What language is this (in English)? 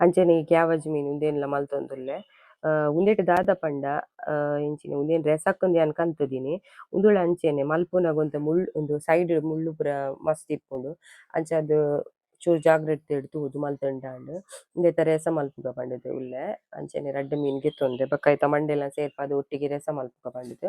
Tulu